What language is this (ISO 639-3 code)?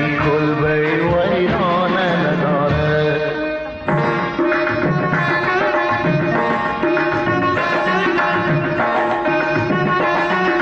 fas